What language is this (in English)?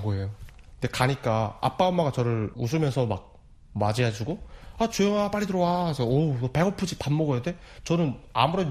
Korean